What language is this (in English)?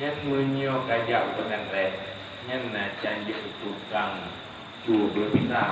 Achinese